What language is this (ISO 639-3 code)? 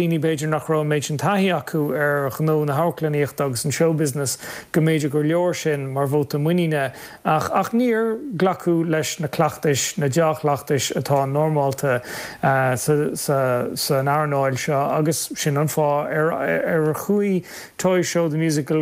gle